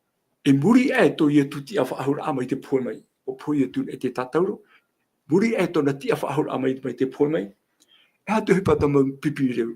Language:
Tahitian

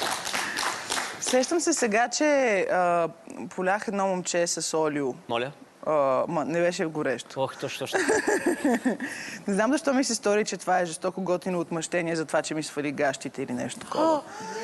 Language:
Bulgarian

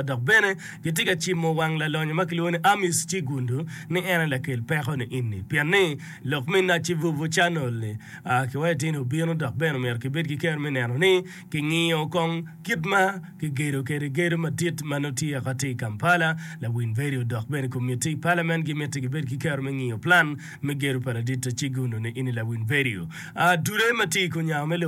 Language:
Acoli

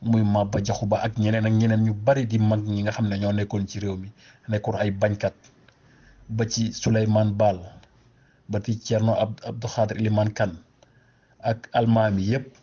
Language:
Wolof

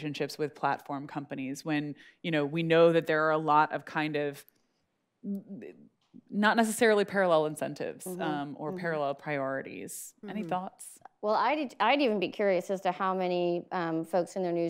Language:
English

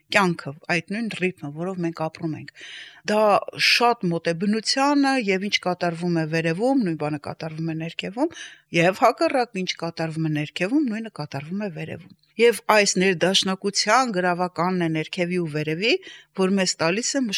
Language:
Armenian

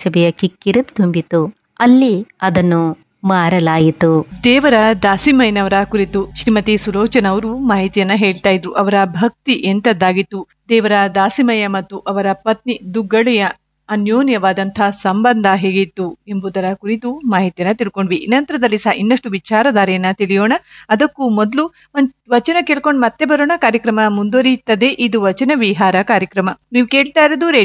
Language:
Kannada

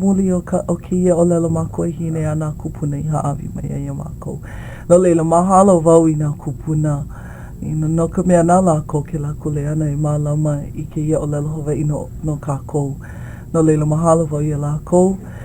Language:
Hawaiian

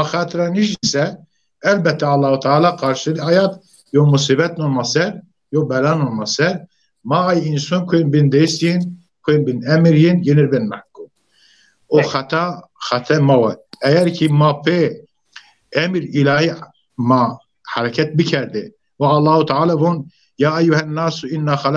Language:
Zaza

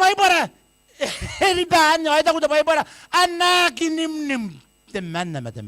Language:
Gilbertese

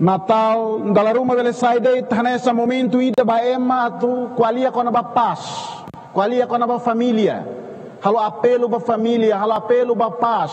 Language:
Tetum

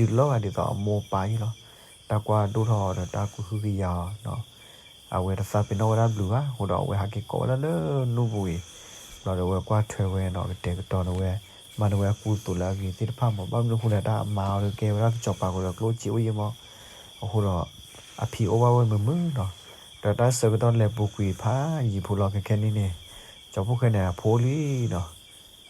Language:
S'gaw Karen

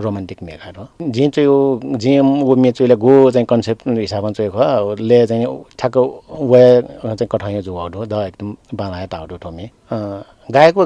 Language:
Newari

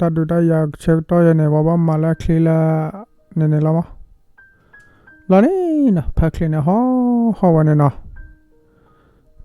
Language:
S'gaw Karen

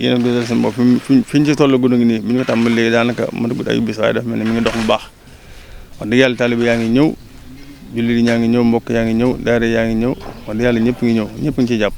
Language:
Wolof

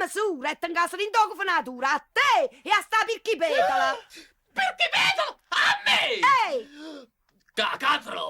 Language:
Neapolitan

